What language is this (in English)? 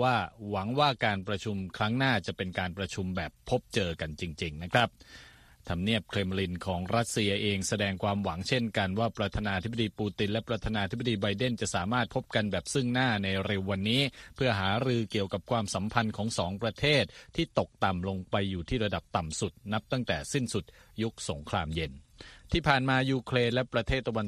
Thai